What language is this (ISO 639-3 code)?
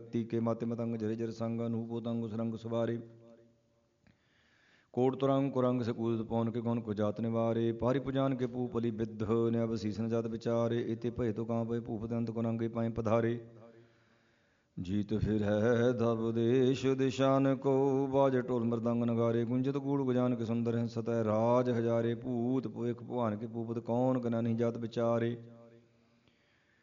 pan